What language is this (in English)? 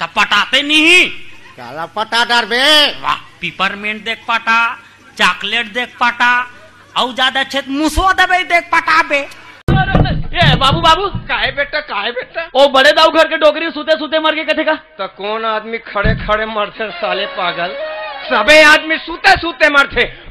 Chhattisgarhi